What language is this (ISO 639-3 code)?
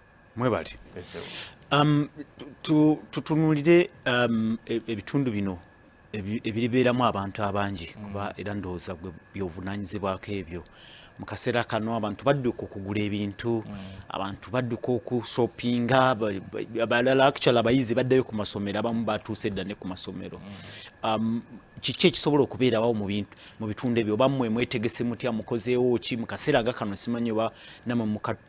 lug